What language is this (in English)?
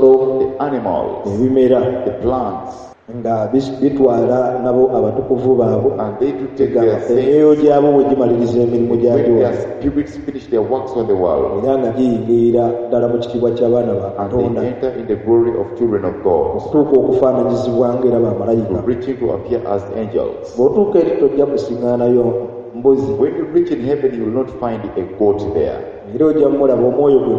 Ganda